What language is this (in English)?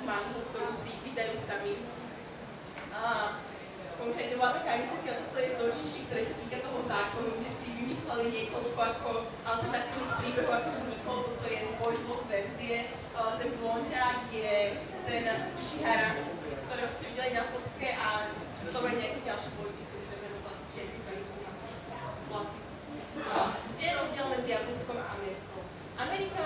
Slovak